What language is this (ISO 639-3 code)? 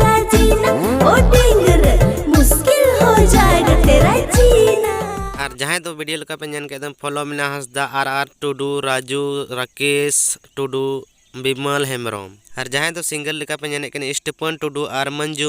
sat